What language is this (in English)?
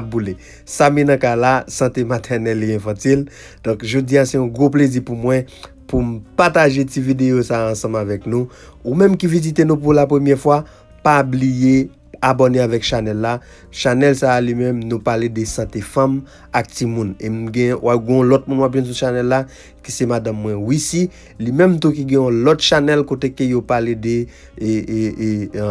Haitian Creole